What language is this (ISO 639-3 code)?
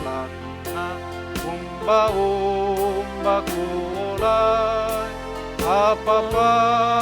sda